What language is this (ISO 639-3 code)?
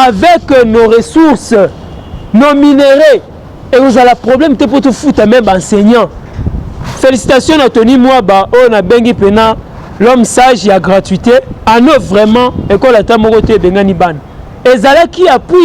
lin